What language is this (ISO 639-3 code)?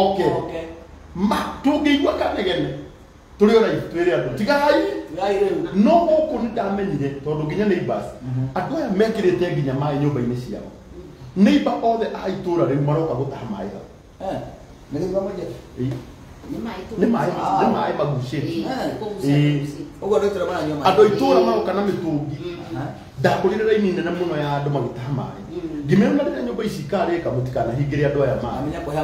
kik